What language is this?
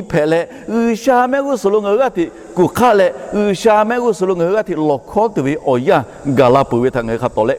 Lahu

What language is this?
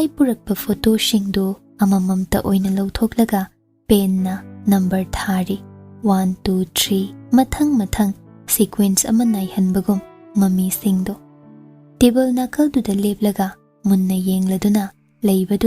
Manipuri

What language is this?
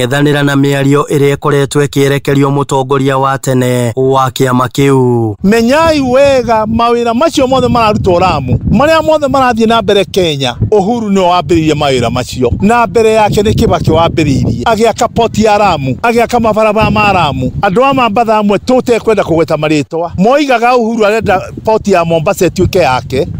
Kikuyu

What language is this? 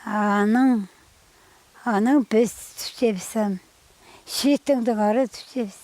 Khakas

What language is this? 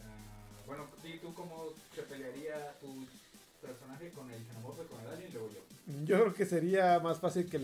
Spanish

